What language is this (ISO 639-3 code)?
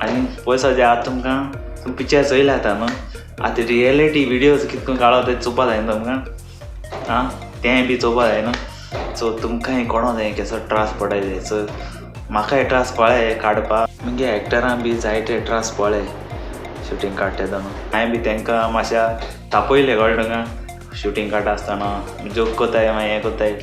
kok